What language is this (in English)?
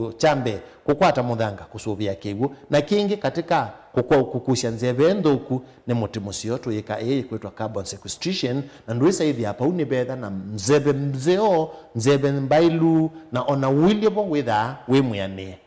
Kamba